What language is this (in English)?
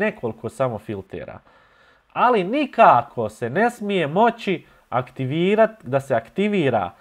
Serbian